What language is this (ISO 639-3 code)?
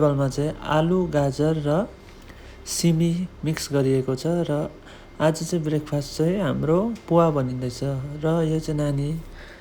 nep